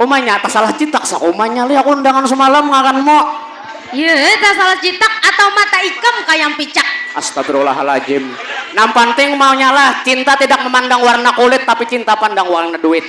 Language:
Banjar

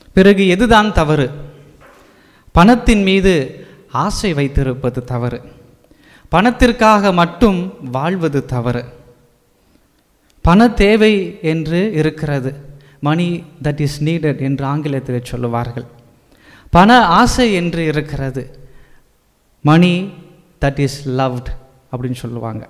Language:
Tamil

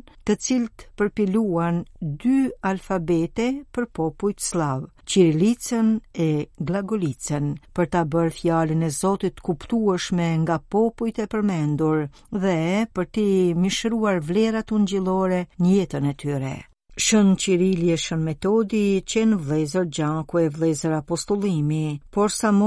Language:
Albanian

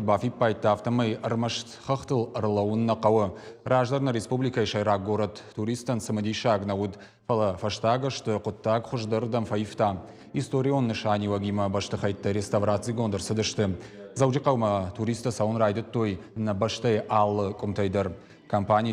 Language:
Ossetic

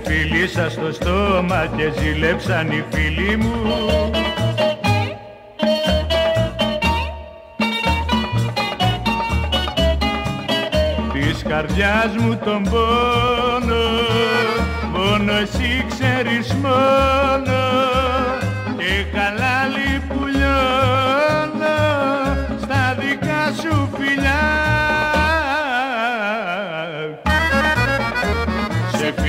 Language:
Greek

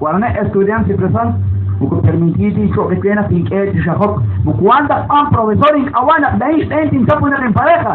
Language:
Kekchí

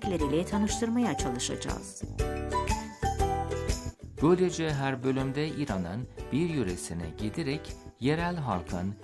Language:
Turkish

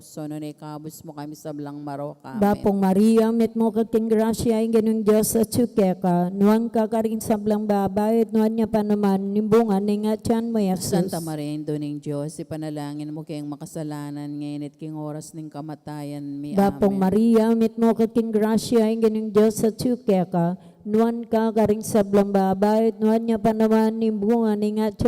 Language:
Pampanga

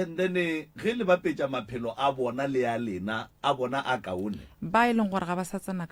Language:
Northern Sotho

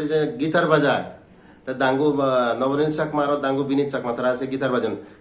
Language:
Chakma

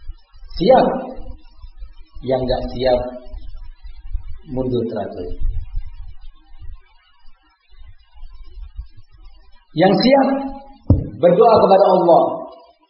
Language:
Indonesian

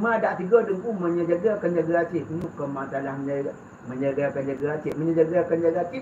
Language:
Achinese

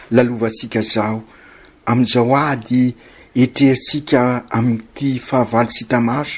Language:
Malagasy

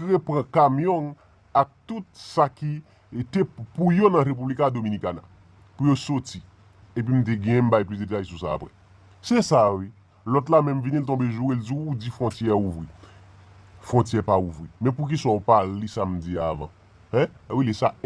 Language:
Haitian Creole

